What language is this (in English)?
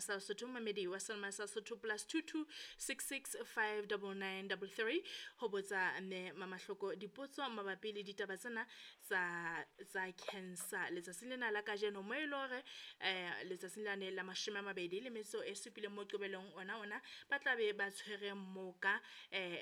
Southern Sotho